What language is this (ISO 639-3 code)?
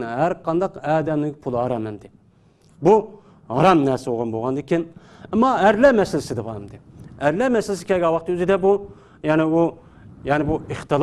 uig